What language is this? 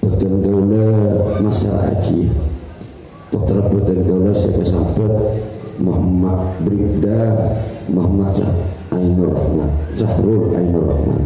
Madurese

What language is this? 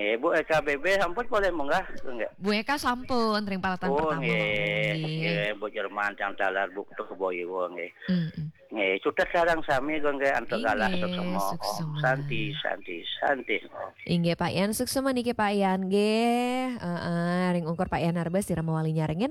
Balinese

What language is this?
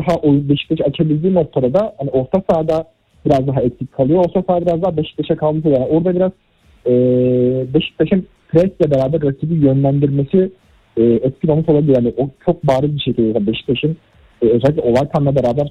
Turkish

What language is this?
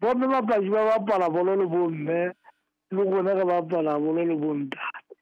Southern Sotho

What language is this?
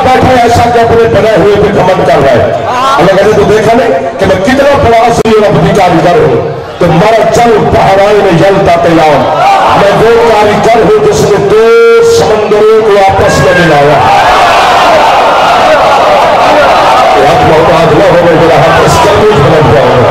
Urdu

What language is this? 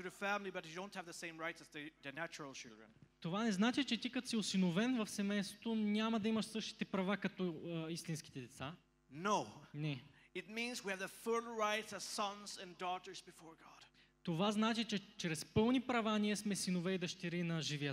Bulgarian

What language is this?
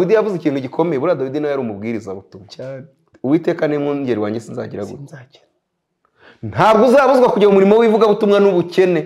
Kinyarwanda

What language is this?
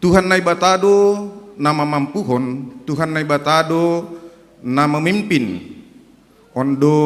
Batak Simalungun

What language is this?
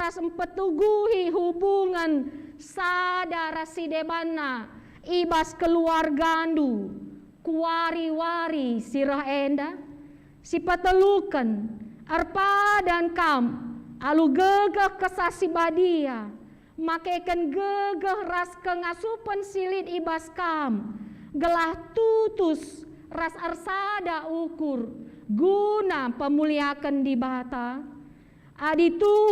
Batak Karo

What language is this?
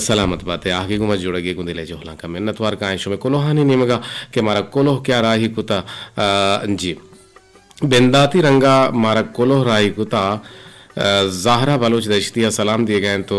Eastern Balochi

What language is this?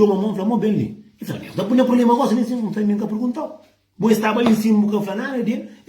Kabuverdianu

